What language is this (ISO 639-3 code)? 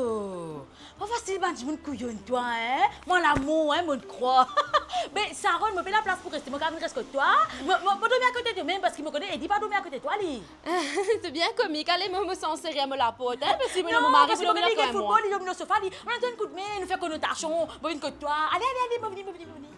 mfe